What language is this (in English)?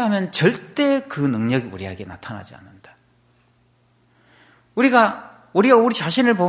Korean